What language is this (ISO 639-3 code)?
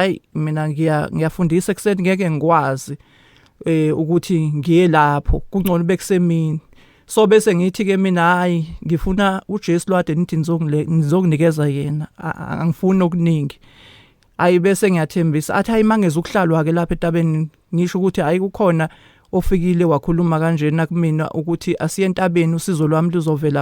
zul